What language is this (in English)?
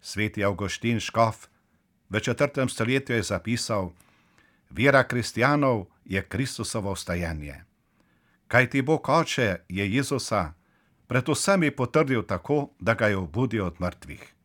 Slovenian